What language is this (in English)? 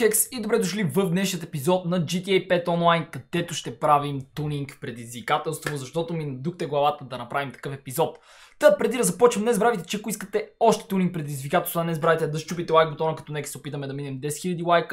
Bulgarian